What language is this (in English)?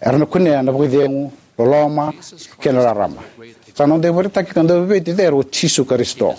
Fijian